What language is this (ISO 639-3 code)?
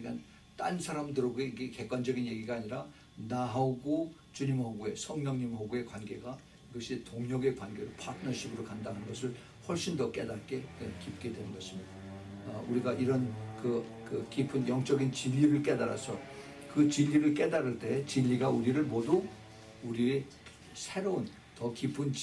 kor